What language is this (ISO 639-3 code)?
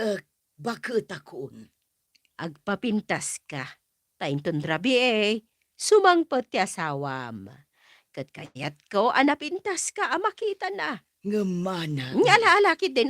ilo